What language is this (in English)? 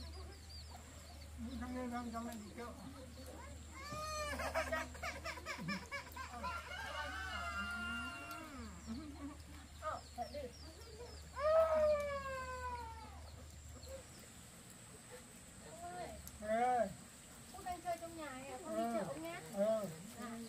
Vietnamese